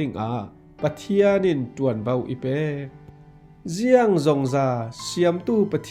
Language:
Falam Chin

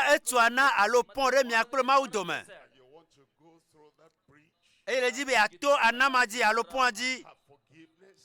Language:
Ewe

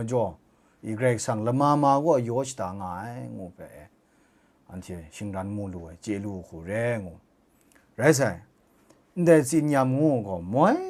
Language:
Kachin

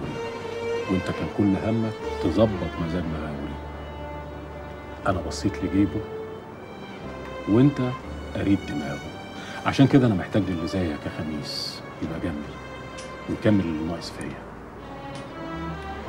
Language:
Egyptian Arabic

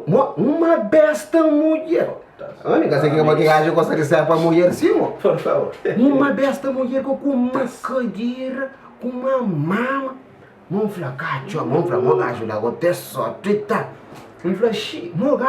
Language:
Kabuverdianu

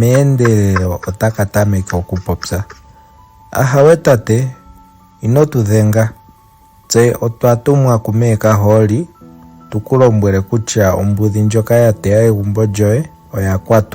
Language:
Ndonga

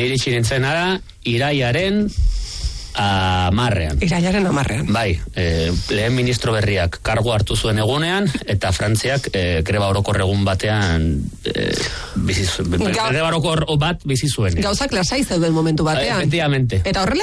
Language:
Basque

